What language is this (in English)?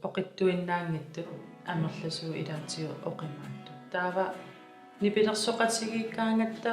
Kalaallisut